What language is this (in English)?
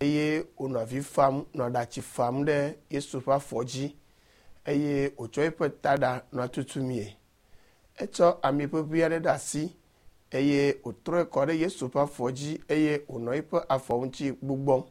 Ewe